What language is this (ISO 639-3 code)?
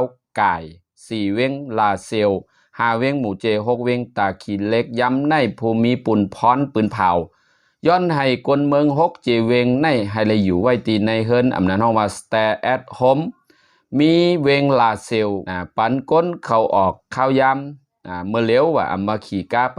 shn